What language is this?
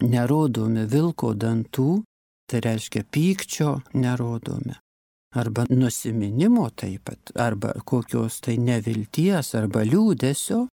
Lithuanian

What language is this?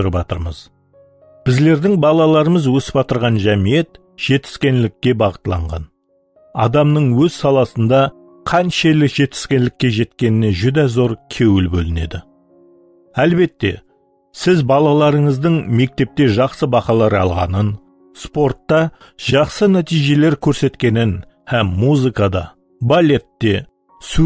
Kara-Kalpak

